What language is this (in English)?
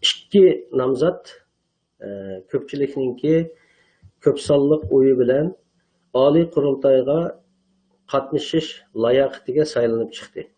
Uyghur